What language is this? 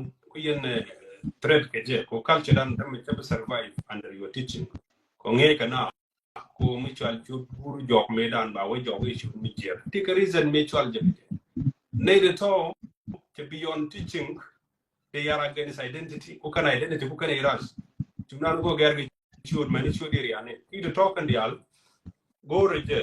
Nuer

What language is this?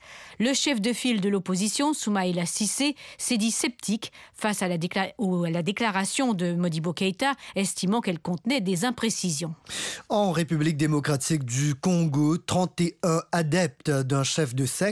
French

